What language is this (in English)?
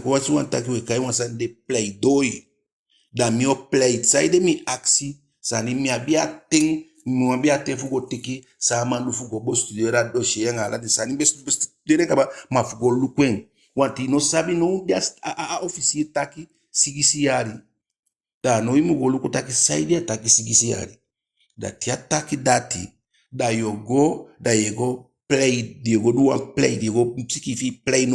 Eastern Maroon Creole